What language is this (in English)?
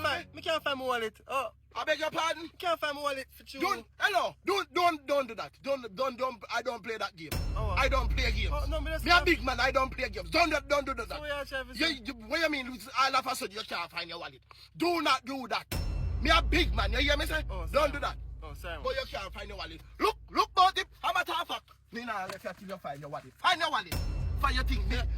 Jamaican Creole English